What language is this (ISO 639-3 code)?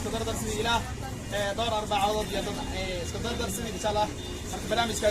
som